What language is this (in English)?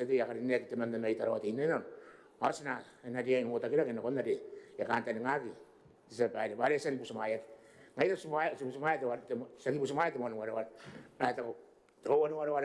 Gilbertese